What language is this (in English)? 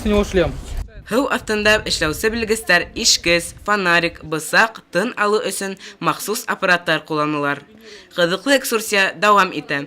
Bashkir